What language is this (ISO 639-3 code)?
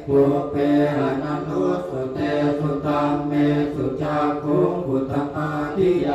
pli